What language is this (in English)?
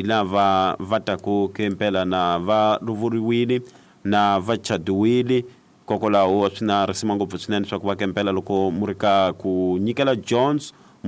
Tsonga